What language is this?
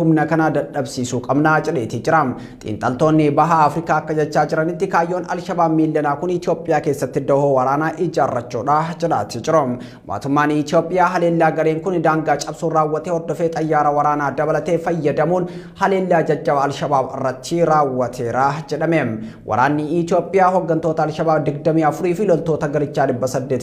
Oromo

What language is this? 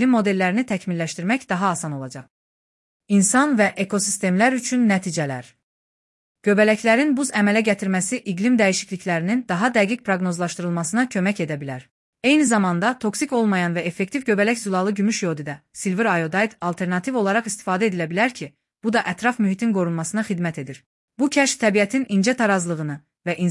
Azerbaijani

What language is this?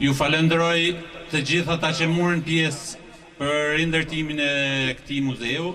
Albanian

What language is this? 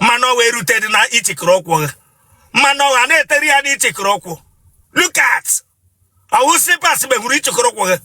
Igbo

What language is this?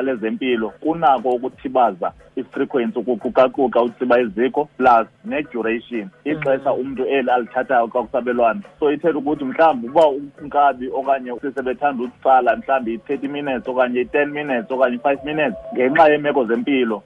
Xhosa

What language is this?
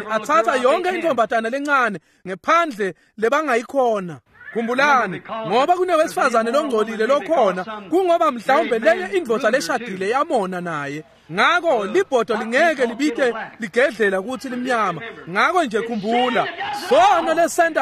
Swati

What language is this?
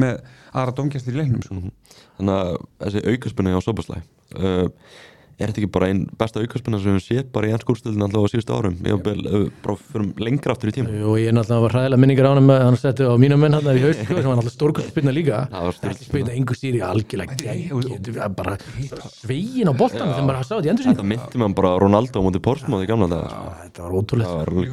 Icelandic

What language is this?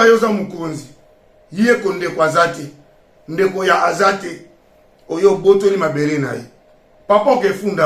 Lingala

